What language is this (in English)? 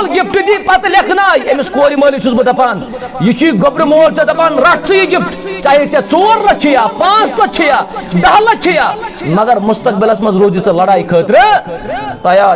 Kashmiri